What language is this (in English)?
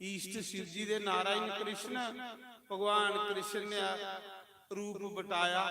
Dogri